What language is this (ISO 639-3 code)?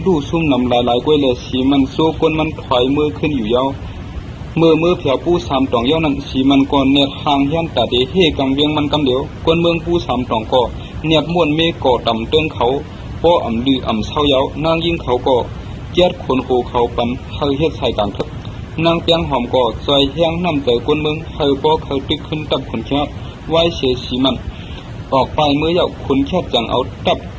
shn